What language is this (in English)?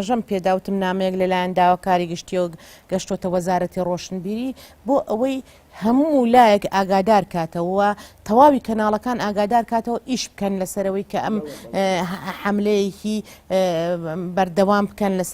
Central Kurdish